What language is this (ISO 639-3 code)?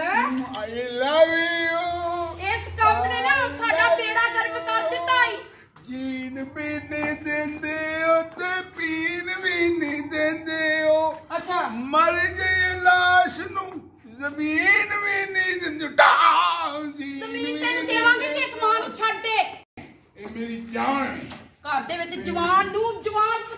pan